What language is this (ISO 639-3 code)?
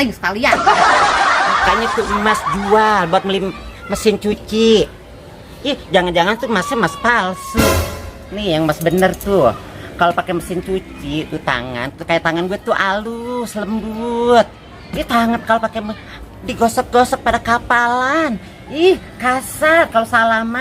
bew